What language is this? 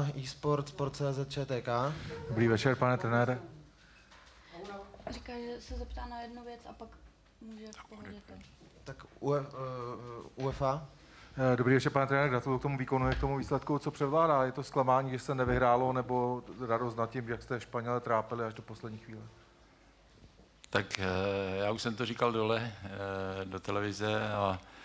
Czech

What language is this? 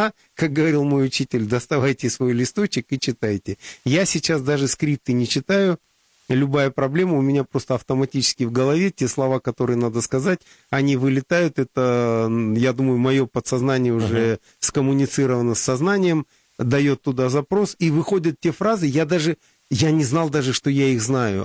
Russian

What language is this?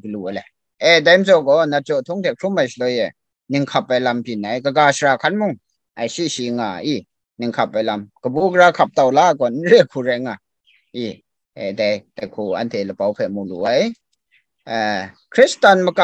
Kachin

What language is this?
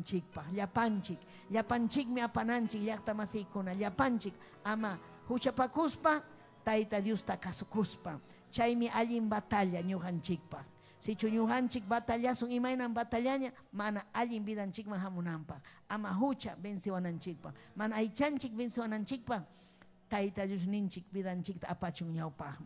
Ayacucho Quechua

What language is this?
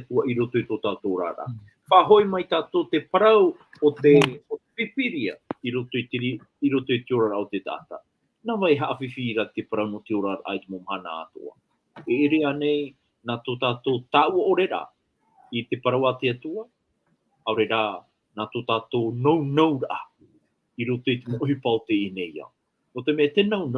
Tahitian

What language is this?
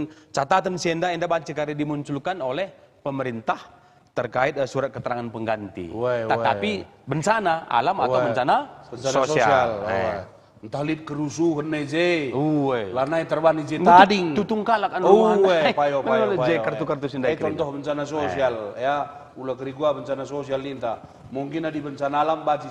Batak Karo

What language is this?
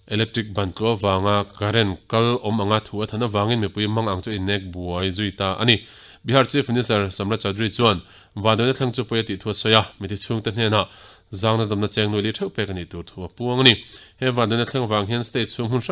Mizo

